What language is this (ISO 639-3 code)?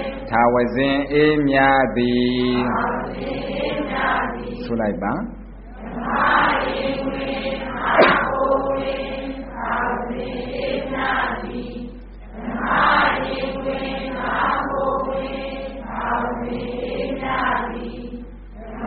mya